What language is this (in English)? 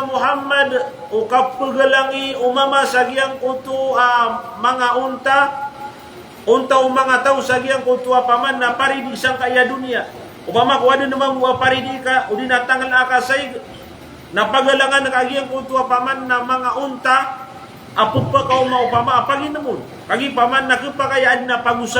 Maranao